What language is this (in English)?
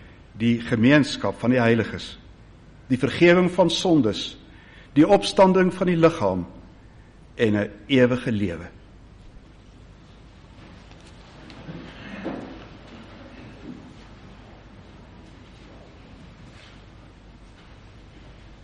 Afrikaans